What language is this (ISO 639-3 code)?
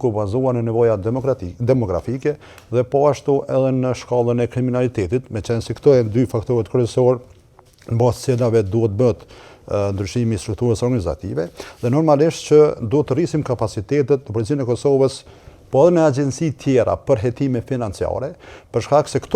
sqi